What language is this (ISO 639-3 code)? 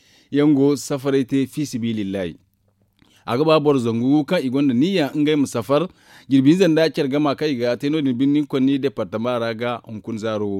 dje